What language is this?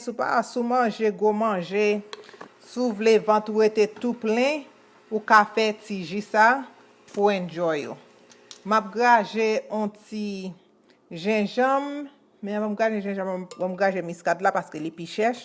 Haitian Creole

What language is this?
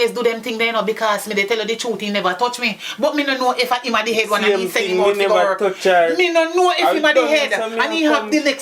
Jamaican Creole English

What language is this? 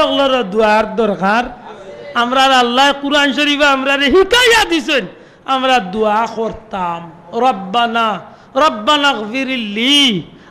Sylheti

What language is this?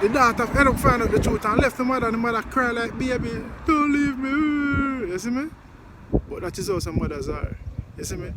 Jamaican Creole English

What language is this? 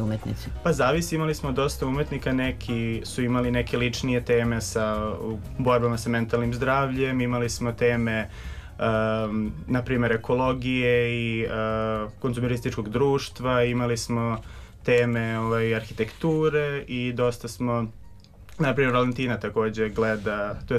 Serbian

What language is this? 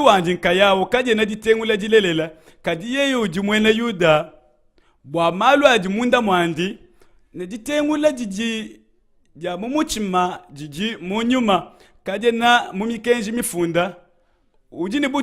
Luba-Lulua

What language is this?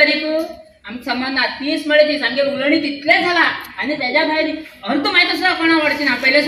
Konkani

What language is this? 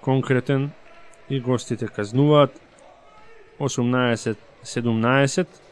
Macedonian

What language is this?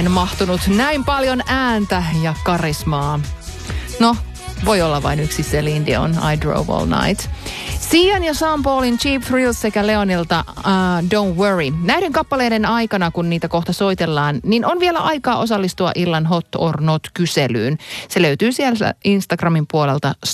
Finnish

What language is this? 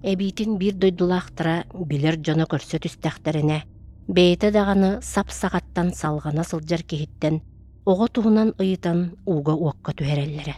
Yakut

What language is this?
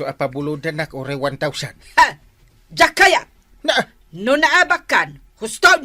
Iloko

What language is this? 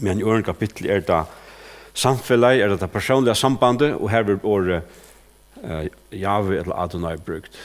Faroese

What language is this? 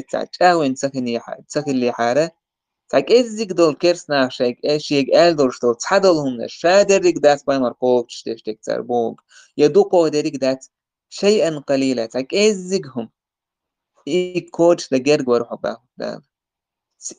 Chechen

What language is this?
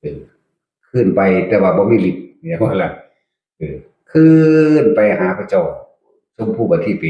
Northeastern Thai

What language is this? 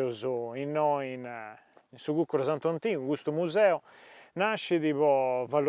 Sardinian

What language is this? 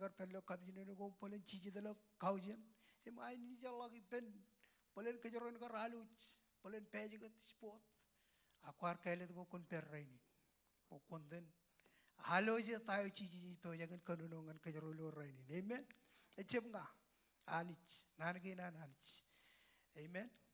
Marshallese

